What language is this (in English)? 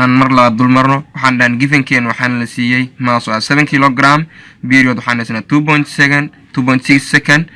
Somali